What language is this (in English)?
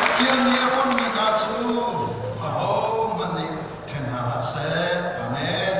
Falam Chin